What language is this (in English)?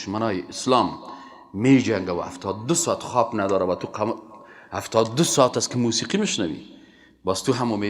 Persian